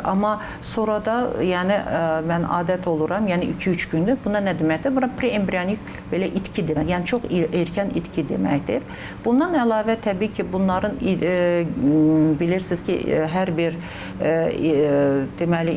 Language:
Azerbaijani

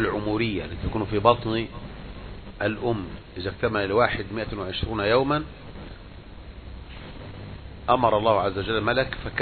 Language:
Arabic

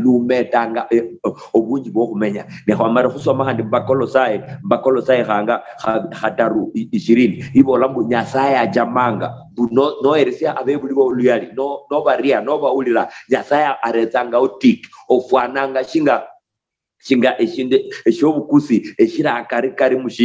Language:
Luyia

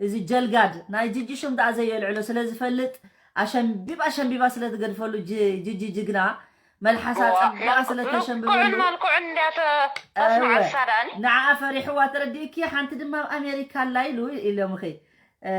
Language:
Tigrinya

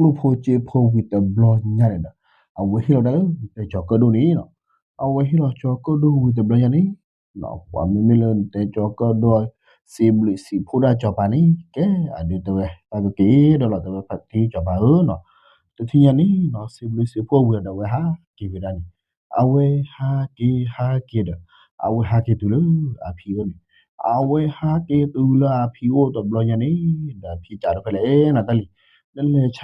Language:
S'gaw Karen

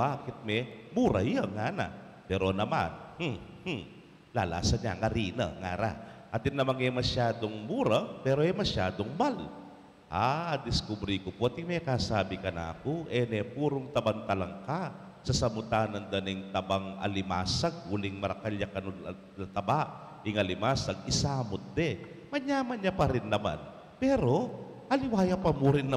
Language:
Pampanga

